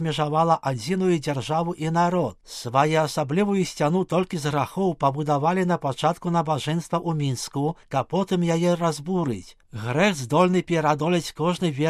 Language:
Belarusian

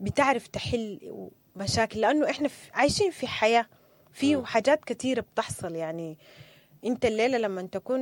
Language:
Sudanese Arabic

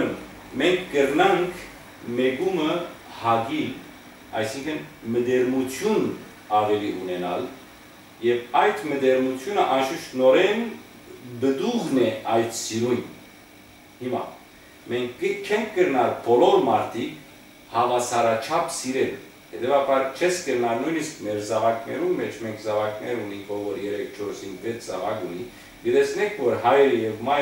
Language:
Western Armenian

